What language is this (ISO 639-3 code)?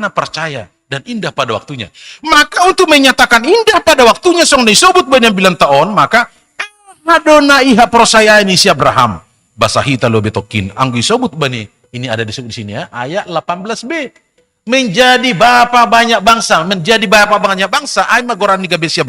bts